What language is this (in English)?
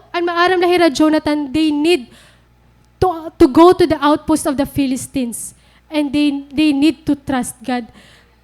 Waray